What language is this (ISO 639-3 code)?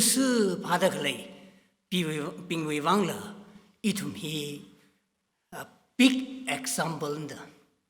nmf